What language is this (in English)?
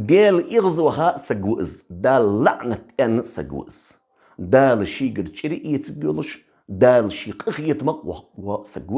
Ingush